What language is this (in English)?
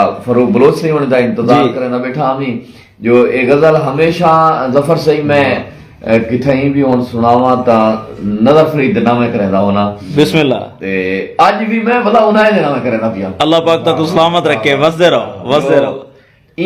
Saraiki